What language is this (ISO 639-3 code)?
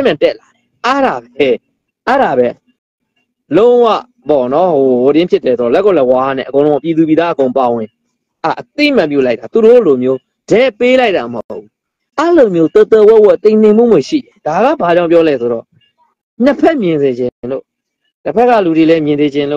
mya